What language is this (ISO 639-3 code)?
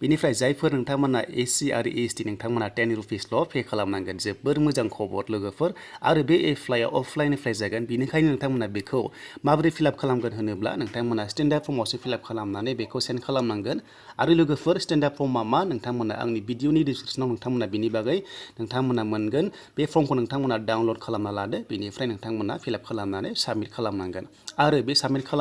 brx